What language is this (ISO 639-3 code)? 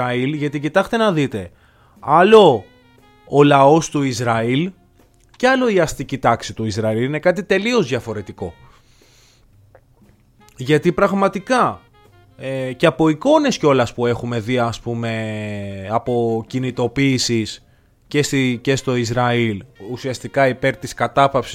ell